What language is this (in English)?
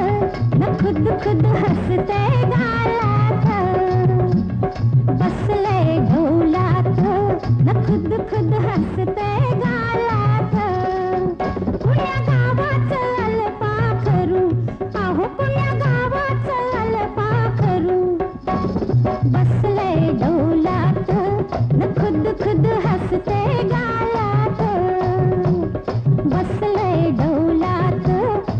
Marathi